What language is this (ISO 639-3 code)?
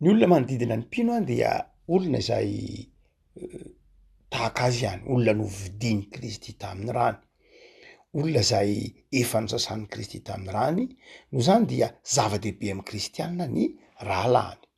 mlg